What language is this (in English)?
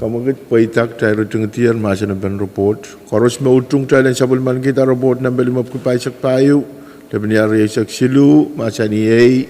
Pohnpeian